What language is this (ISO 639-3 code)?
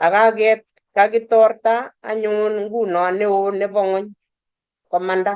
kln